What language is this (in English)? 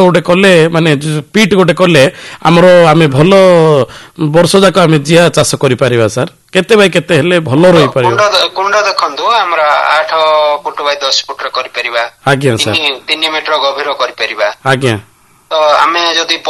Odia